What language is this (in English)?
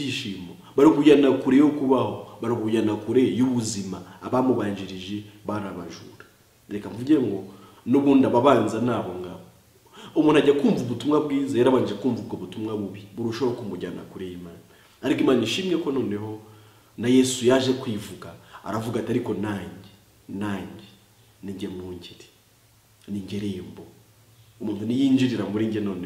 Kinyarwanda